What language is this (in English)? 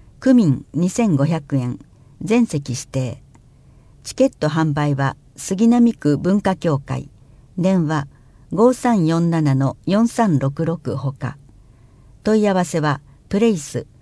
Japanese